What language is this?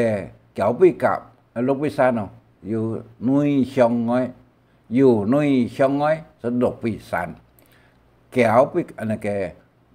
Hakka Chinese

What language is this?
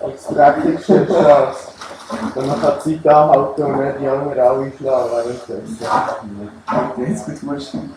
Swiss German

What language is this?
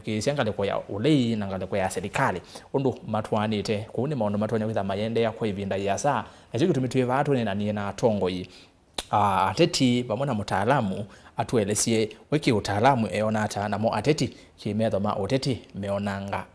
Kamba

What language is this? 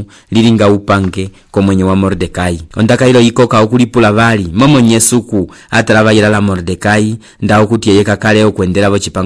Umbundu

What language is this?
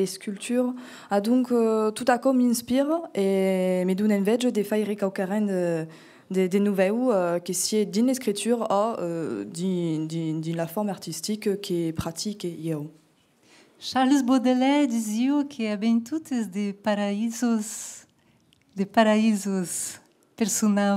Occitan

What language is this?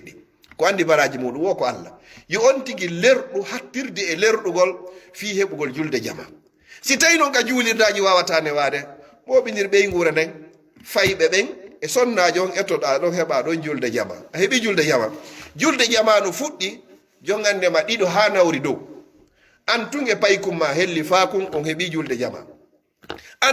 Fula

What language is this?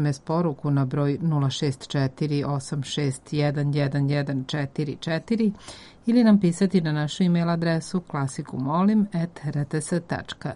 Serbian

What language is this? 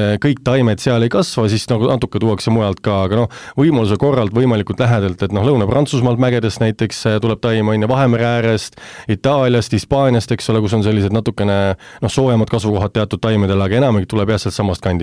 Estonian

